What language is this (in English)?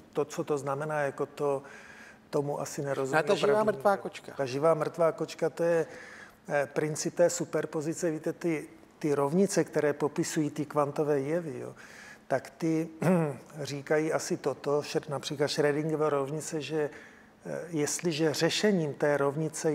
Czech